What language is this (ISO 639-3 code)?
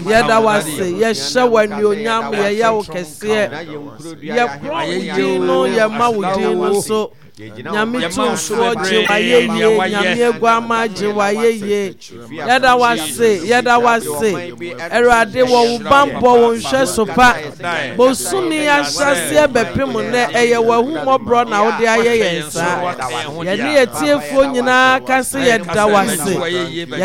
aka